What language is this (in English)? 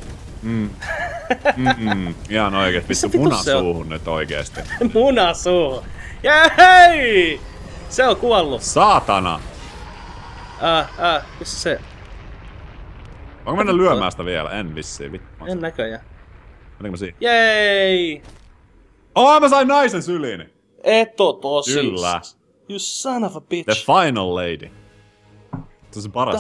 Finnish